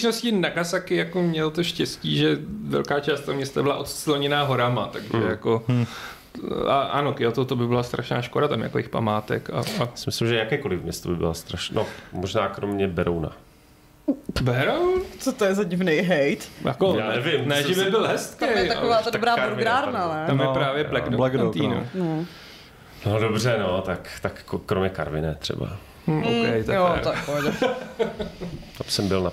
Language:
Czech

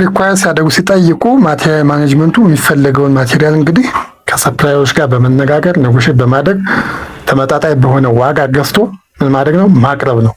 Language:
Amharic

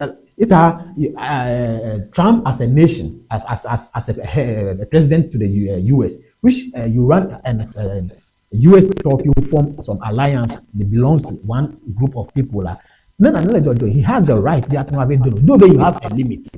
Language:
Ewe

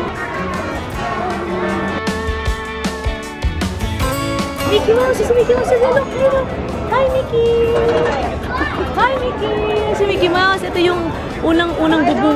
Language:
Filipino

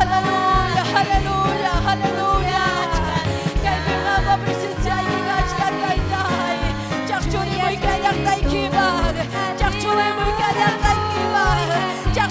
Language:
Ayacucho Quechua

